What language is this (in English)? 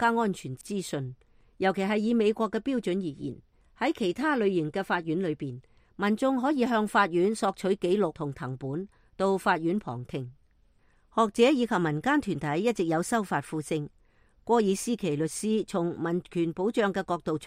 Cantonese